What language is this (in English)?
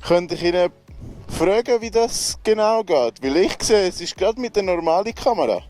Swiss German